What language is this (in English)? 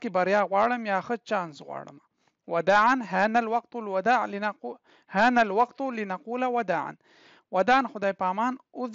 Pashto